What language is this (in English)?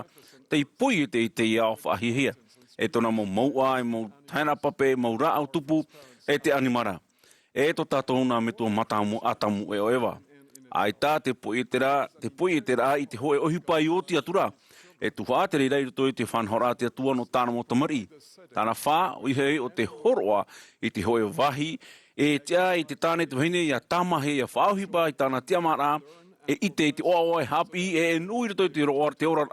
Tahitian